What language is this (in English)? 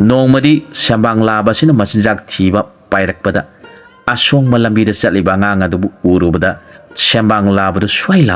Manipuri